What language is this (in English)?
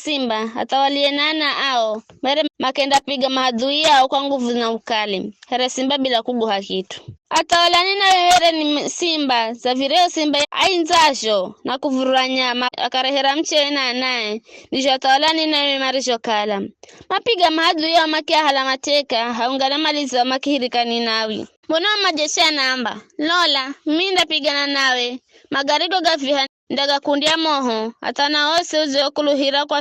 Giryama